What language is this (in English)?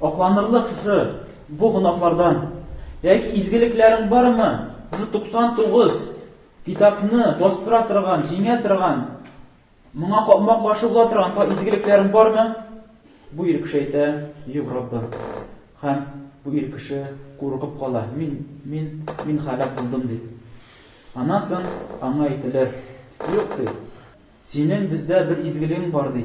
Tatar